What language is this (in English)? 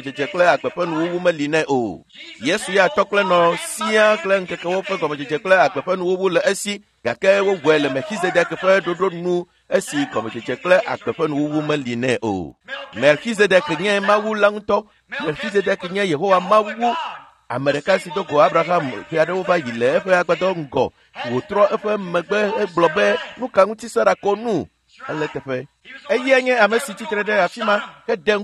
Ewe